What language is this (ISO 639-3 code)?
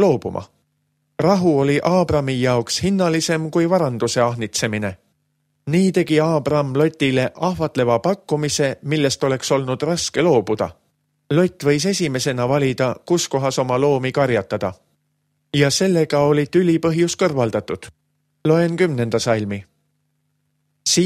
est